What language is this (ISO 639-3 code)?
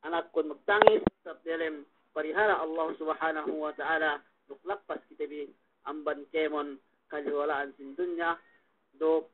yka